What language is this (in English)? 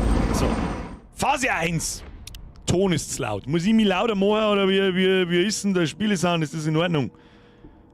Bavarian